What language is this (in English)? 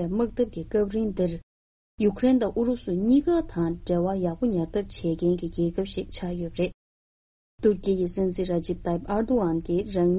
Tibetan